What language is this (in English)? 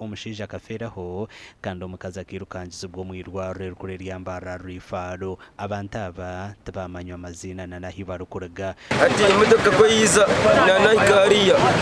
Nyankole